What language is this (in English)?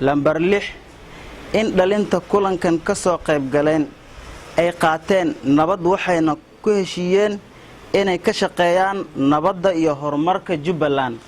Somali